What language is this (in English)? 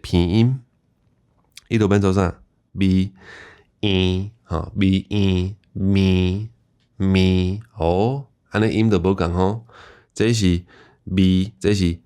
Min Nan Chinese